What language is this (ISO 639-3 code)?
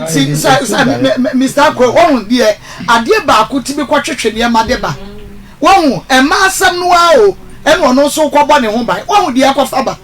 aka